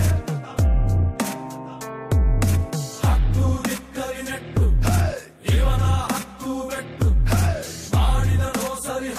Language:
Kannada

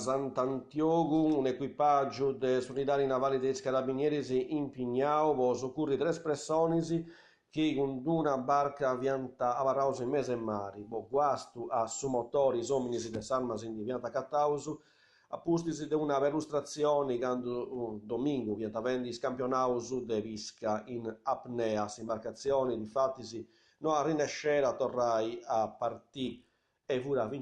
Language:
Sardinian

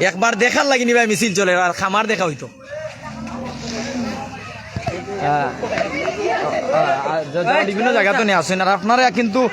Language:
Sylheti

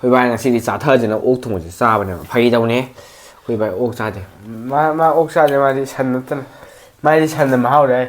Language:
Manipuri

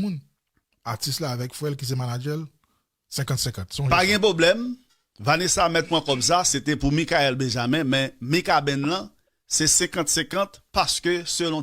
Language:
Haitian Creole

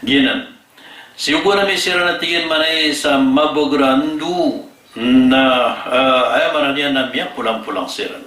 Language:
Maranao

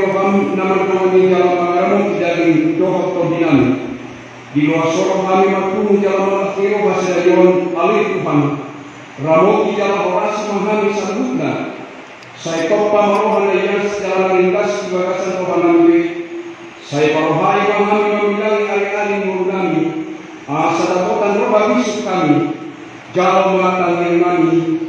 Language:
Batak Toba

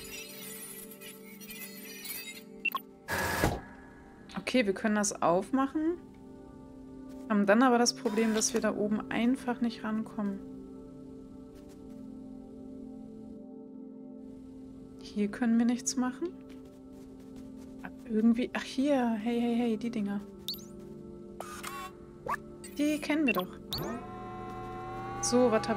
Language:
German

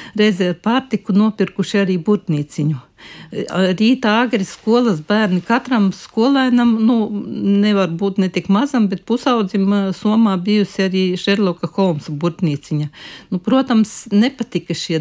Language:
Latvian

